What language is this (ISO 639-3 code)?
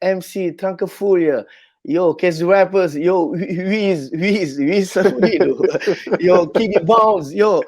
kea